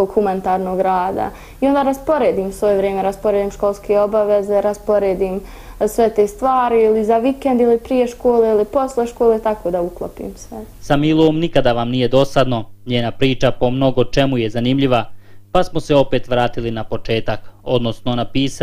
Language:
Bosnian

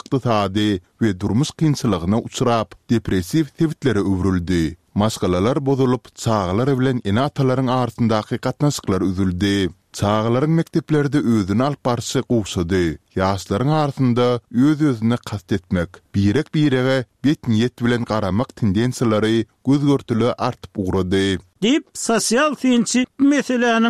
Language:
Turkmen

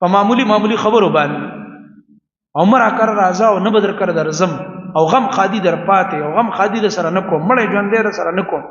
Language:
Pashto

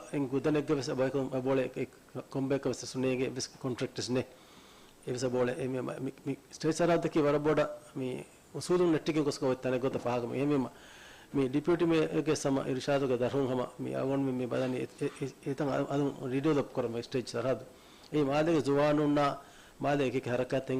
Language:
Divehi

